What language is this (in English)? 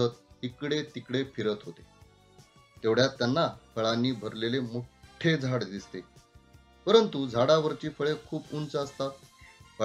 Marathi